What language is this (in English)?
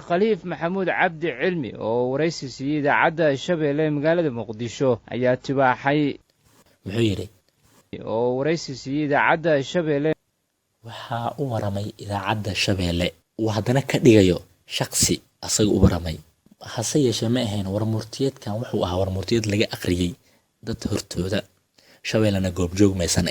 Somali